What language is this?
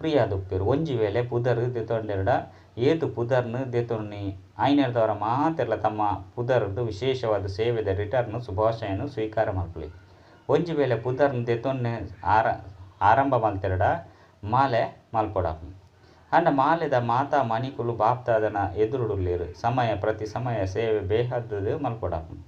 Tulu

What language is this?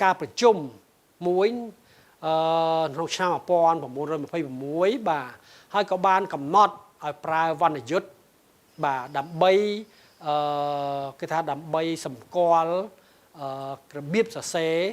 Khmer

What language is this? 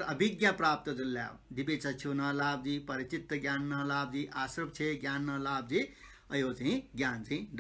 Newari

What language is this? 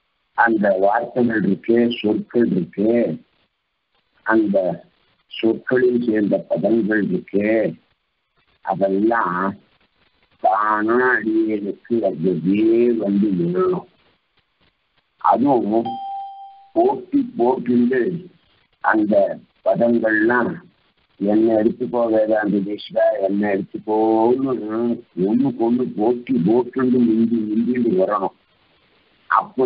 Tamil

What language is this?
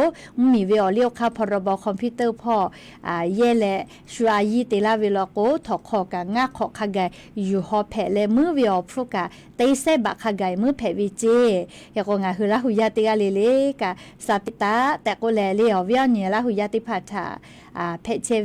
Lahu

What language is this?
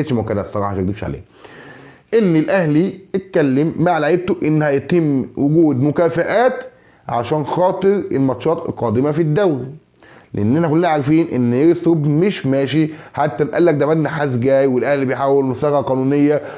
Egyptian Arabic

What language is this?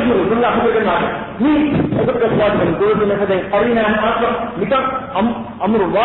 Divehi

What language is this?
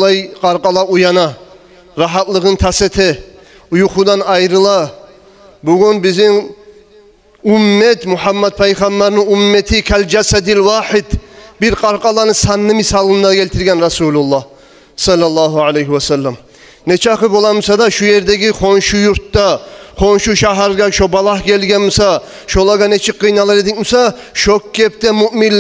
Kumyk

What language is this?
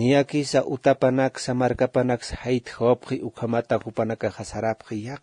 Aymara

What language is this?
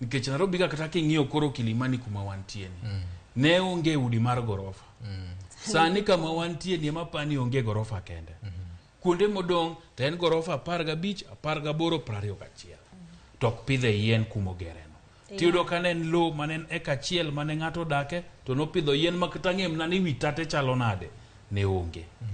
Luo (Kenya and Tanzania)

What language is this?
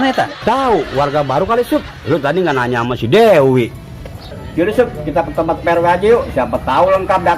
Betawi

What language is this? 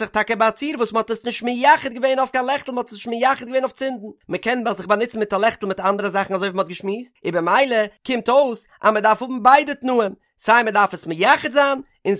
Yiddish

